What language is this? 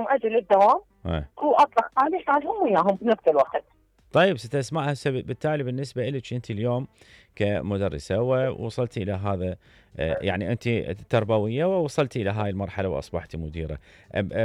Mesopotamian Arabic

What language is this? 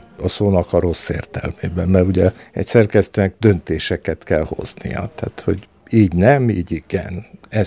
Hungarian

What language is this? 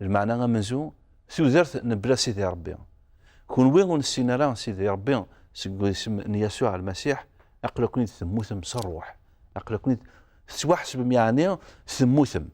Kabyle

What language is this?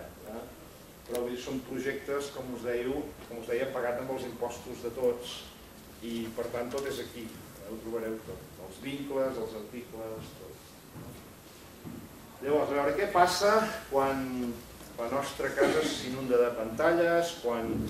Catalan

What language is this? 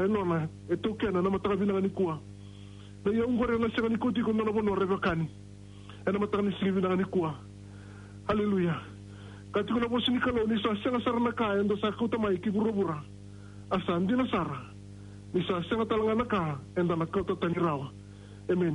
Fijian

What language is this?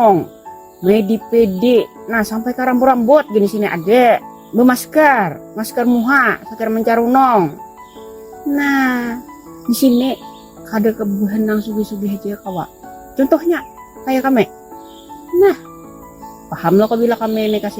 Banjar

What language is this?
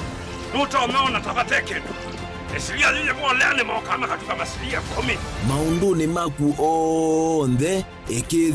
Kamba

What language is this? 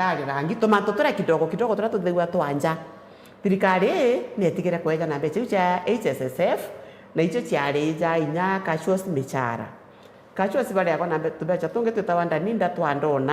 Meru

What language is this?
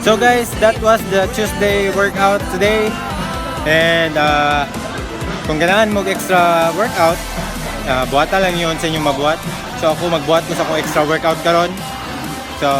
Cebuano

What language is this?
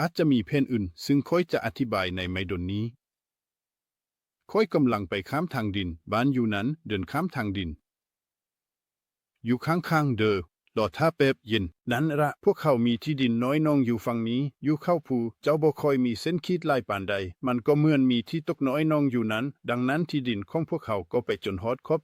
Lao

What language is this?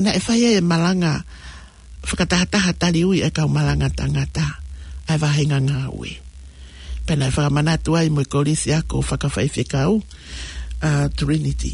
Tongan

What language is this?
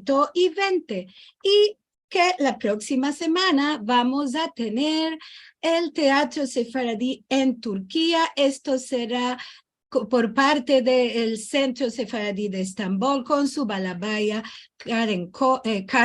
Ladino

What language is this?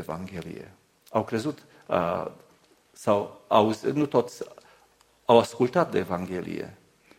Romanian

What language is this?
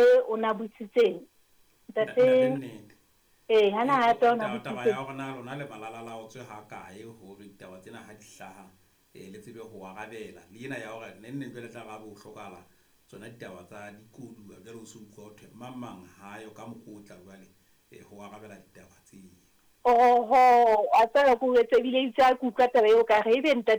Southern Sotho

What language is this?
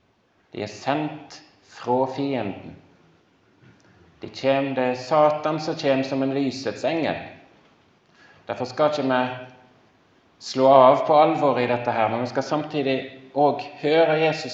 Norwegian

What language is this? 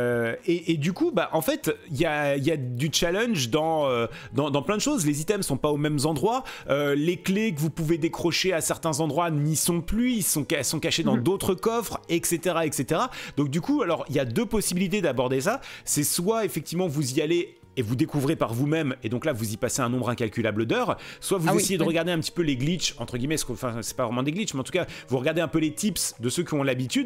French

